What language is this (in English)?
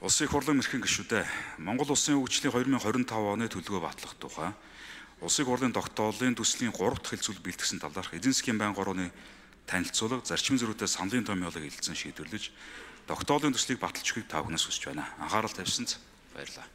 Mongolian